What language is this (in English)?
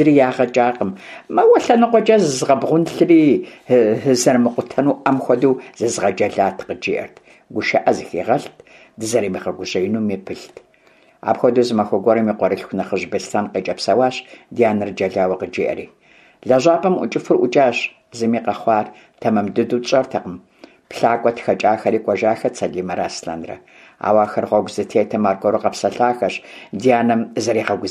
Kabardian